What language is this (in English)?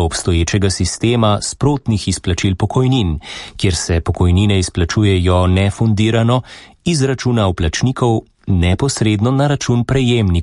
Slovenian